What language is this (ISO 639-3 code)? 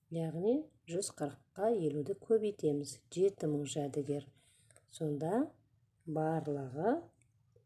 kaz